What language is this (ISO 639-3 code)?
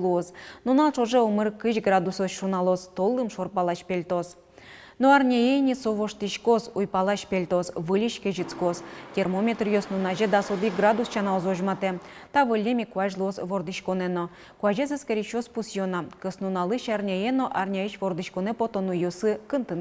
udm